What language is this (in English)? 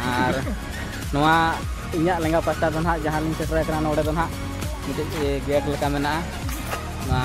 Santali